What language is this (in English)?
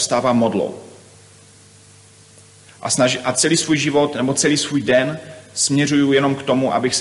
Czech